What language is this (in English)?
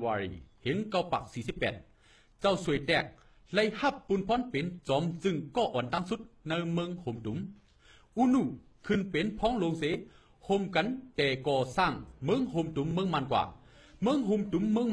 Shan